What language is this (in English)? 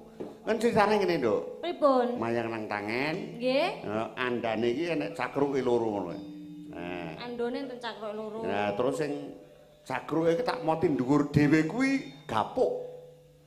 Javanese